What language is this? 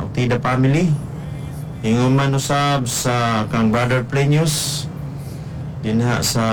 Cebuano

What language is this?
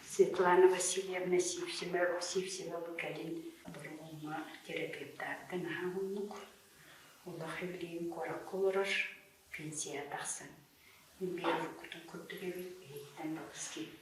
Yakut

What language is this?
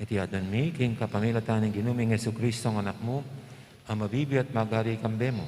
Pampanga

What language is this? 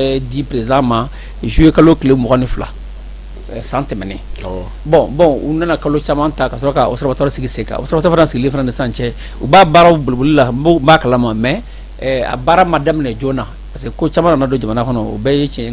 Bambara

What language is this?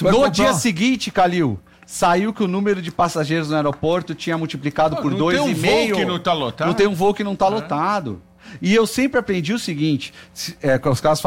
Portuguese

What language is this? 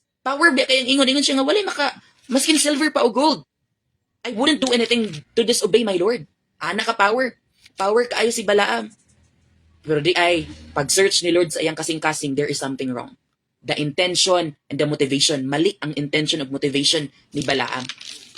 Cebuano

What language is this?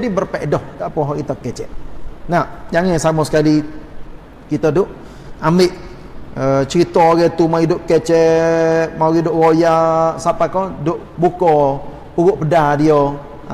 Malay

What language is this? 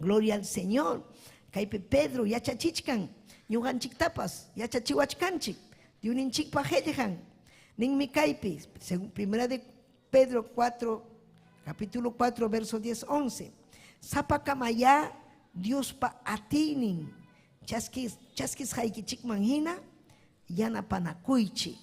Ayacucho Quechua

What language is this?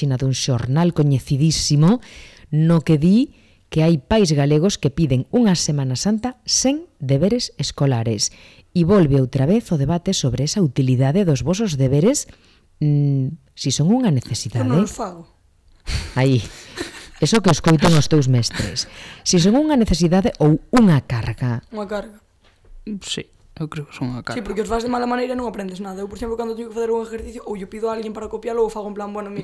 Galician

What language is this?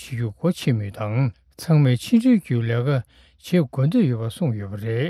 Tibetan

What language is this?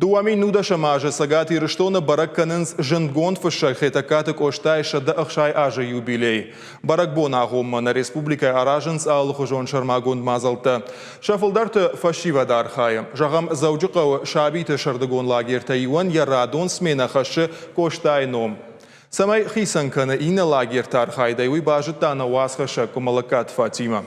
Ossetic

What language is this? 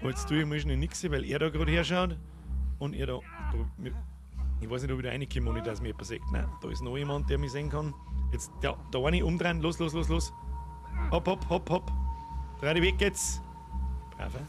Bavarian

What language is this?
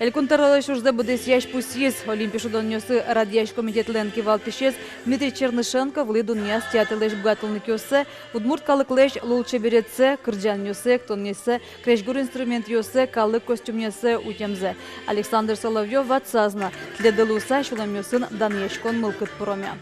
Udmurt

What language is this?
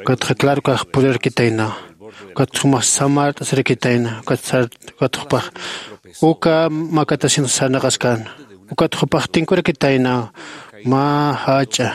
Aymara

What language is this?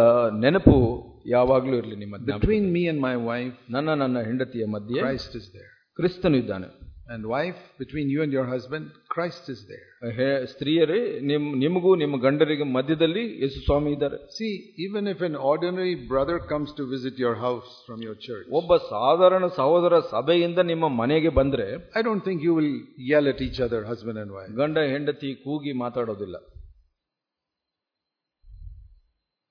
Kannada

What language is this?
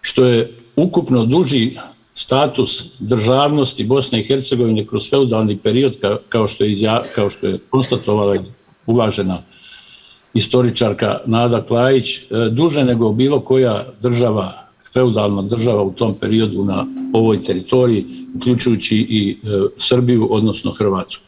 Bosnian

